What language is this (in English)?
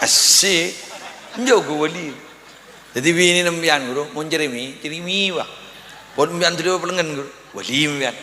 Madurese